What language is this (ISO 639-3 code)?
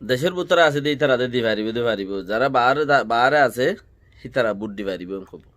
rhg